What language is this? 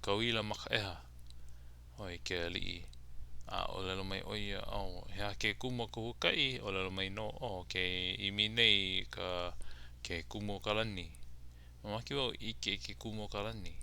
Hawaiian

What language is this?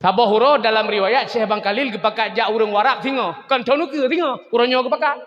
Achinese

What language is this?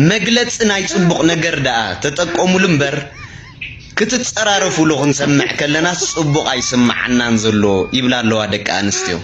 Tigrinya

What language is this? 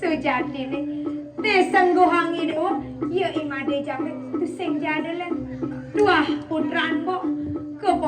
Balinese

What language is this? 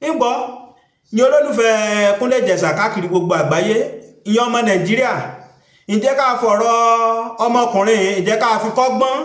Yoruba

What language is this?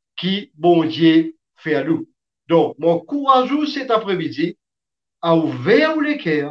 Morisyen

